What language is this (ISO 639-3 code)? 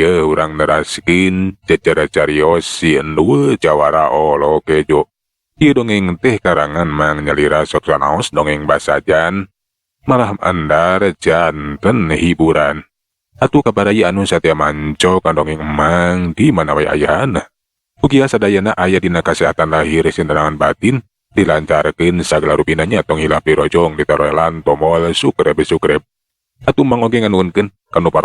sun